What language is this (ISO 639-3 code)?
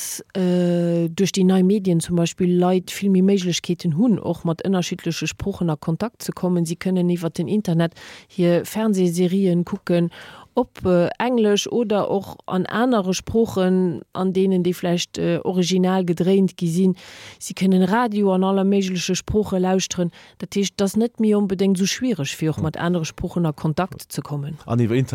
ltz